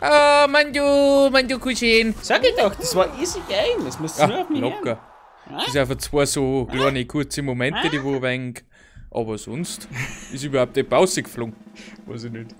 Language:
Bavarian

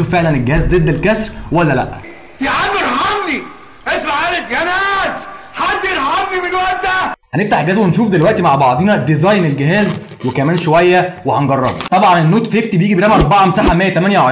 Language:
Egyptian Arabic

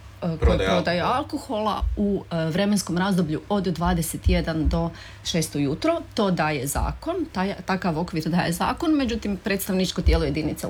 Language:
Croatian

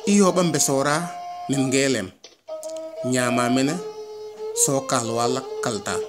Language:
Serer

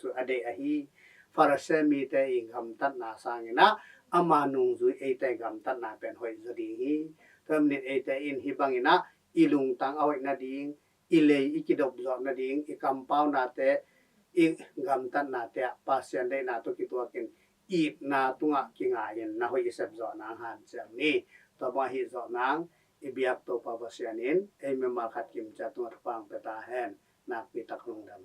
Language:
Tedim Chin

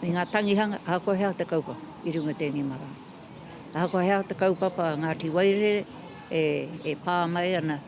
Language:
Māori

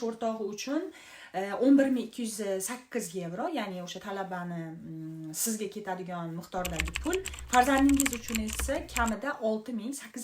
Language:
Uzbek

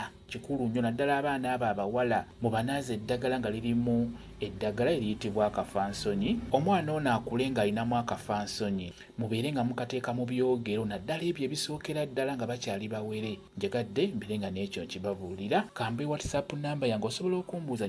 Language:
Ganda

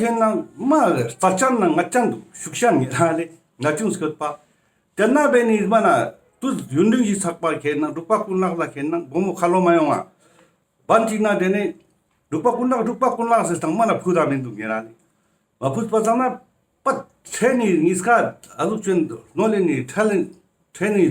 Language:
Ladakhi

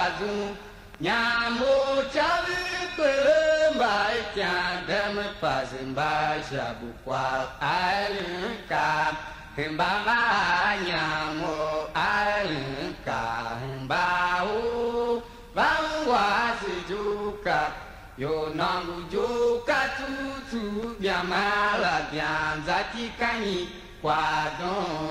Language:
Tiv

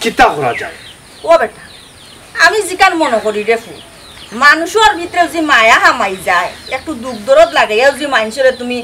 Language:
Sylheti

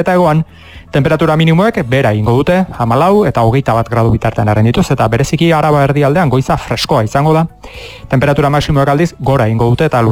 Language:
Basque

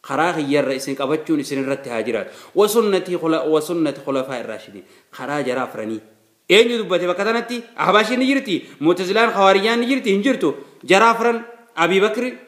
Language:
Oromo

